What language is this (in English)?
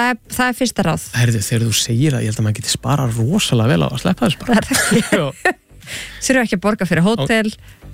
Icelandic